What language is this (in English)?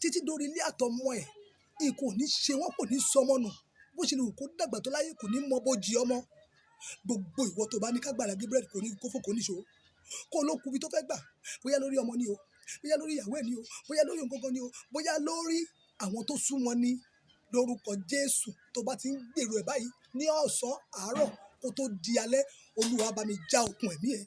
Yoruba